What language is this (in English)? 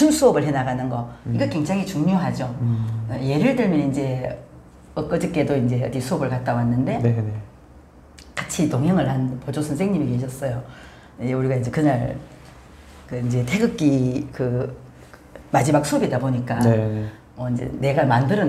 Korean